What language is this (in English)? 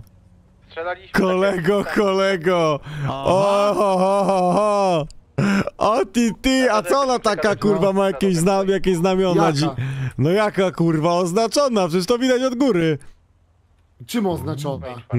Polish